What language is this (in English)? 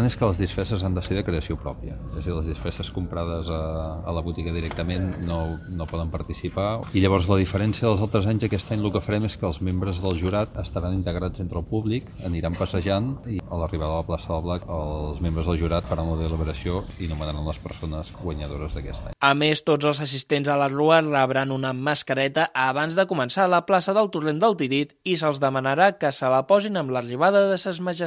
Catalan